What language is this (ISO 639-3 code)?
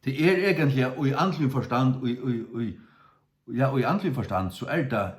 fao